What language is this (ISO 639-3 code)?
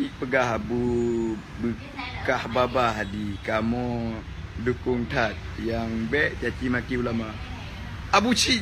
ace